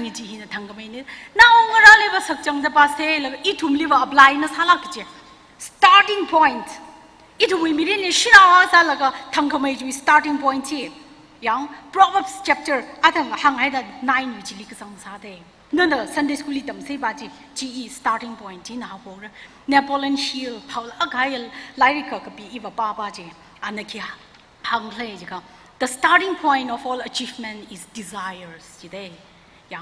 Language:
Tangkhul Naga (India)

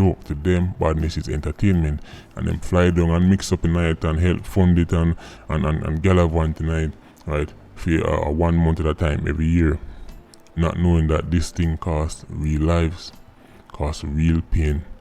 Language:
Jamaican Creole English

